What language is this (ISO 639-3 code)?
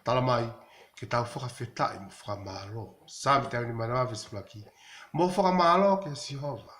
ton